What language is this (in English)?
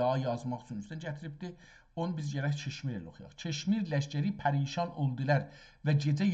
South Azerbaijani